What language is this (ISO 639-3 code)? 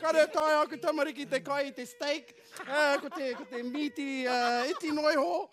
mri